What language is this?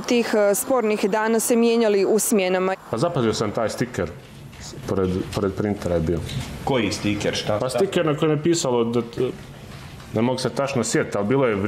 Bosnian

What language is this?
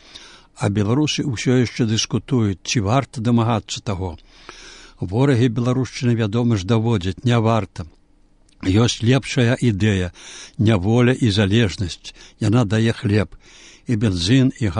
Belarusian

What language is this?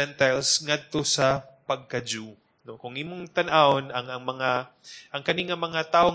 Cebuano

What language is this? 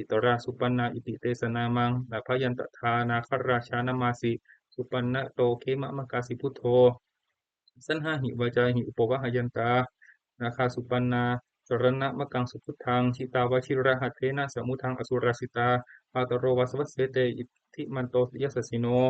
Pali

